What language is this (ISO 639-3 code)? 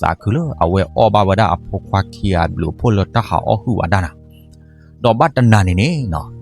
ksw